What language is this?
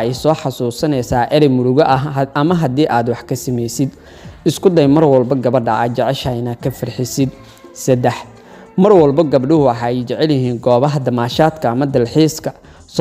Somali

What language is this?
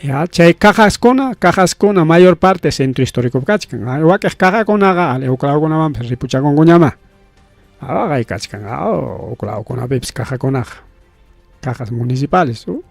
Ayacucho Quechua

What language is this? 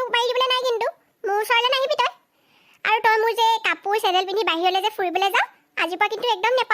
Assamese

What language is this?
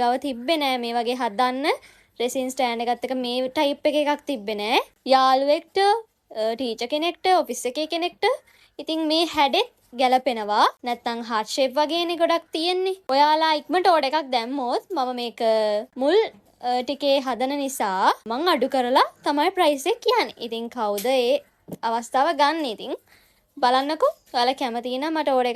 Sinhala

